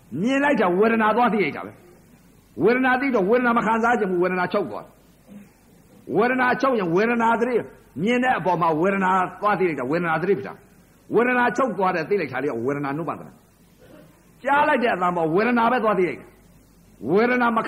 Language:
Burmese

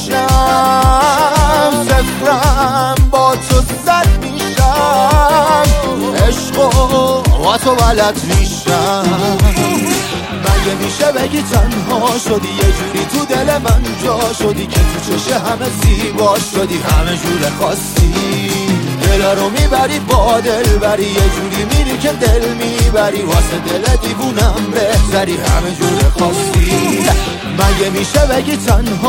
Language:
Persian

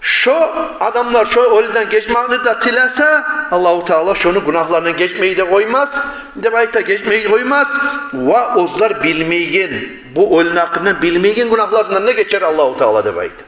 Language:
Kumyk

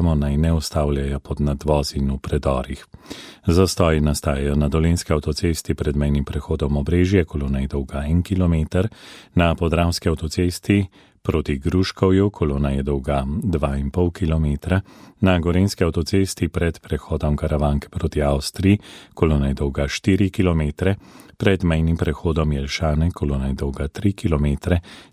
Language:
Slovenian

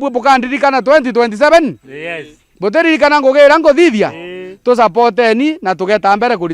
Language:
Meru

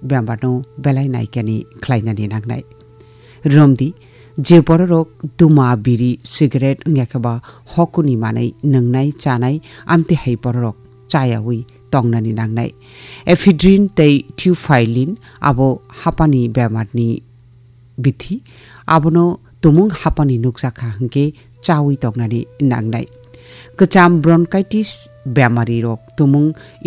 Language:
Kok Borok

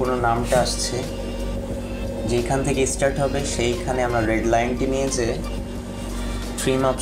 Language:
Bangla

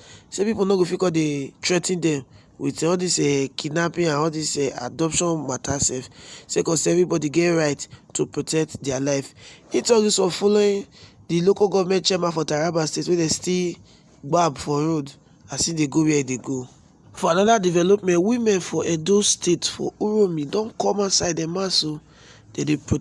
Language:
Nigerian Pidgin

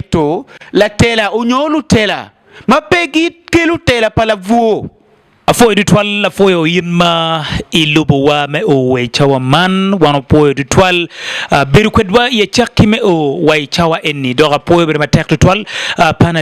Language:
Acoli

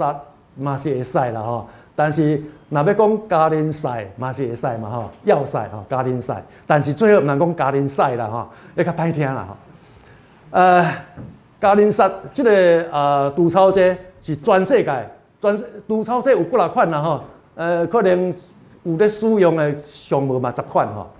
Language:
Min Nan Chinese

